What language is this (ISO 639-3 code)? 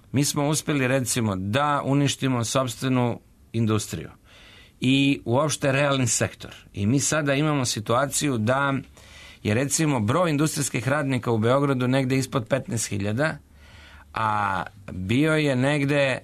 srp